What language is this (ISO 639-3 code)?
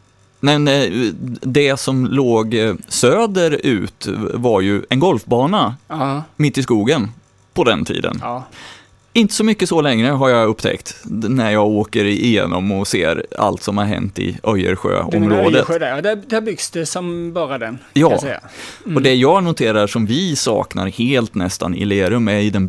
swe